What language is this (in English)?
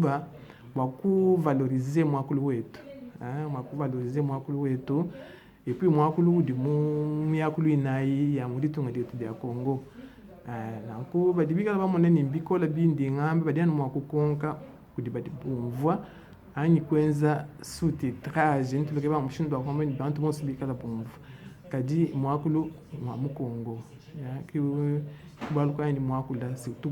Luba-Lulua